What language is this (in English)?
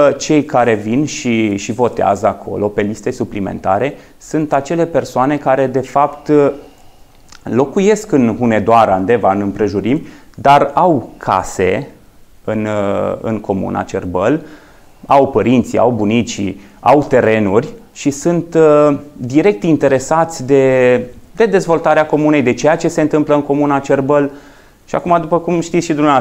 Romanian